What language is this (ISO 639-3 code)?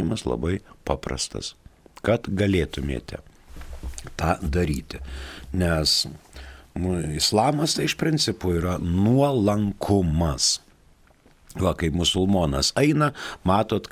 lit